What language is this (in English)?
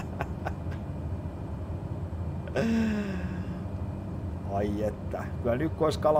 Finnish